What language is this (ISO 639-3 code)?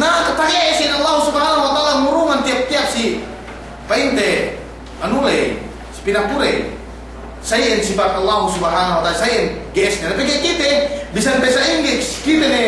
yka